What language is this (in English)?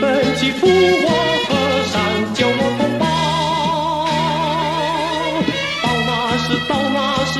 Chinese